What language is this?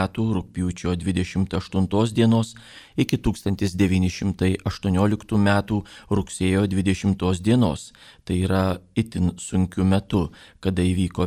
Lithuanian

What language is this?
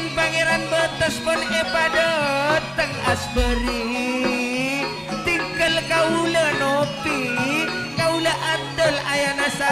Madurese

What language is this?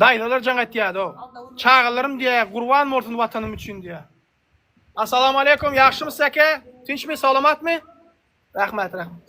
Turkmen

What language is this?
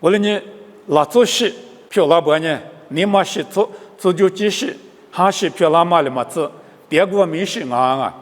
Lisu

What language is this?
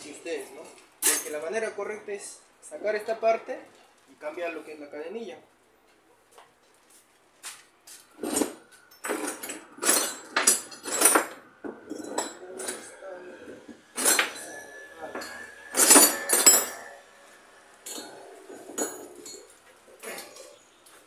Spanish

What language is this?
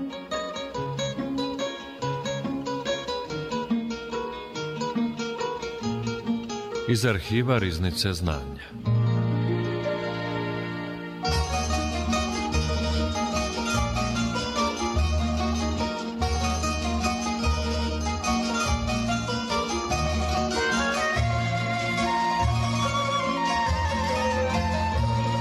Serbian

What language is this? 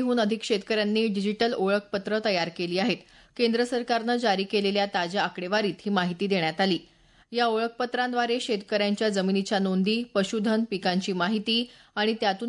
Marathi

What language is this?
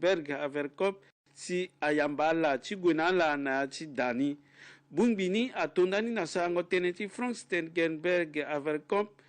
Sango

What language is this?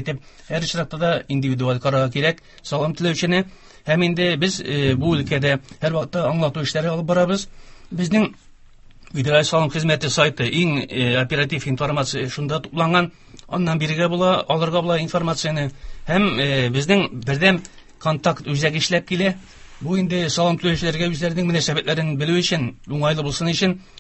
Tatar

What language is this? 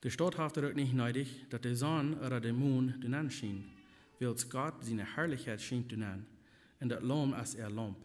Plautdietsch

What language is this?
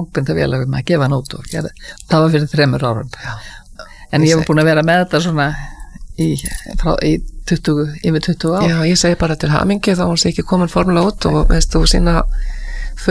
Icelandic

